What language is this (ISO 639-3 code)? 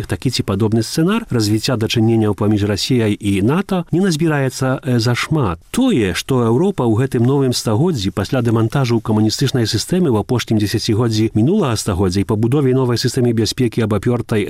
bel